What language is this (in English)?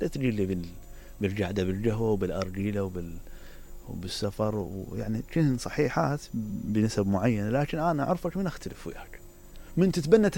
Mesopotamian Arabic